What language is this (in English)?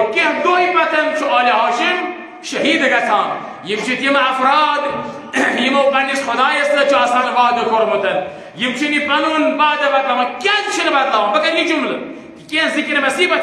Kashmiri